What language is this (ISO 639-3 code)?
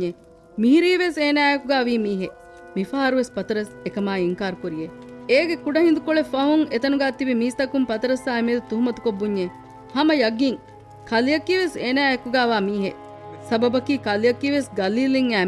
div